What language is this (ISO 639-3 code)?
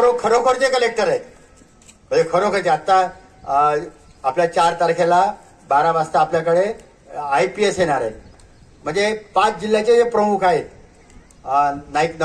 mar